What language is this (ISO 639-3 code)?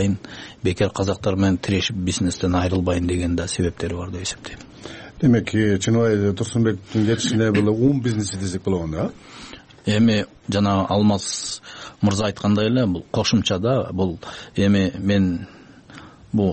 kir